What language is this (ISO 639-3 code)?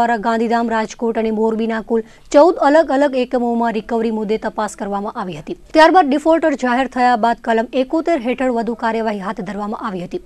guj